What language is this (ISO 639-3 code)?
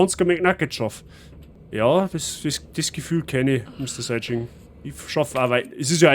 bar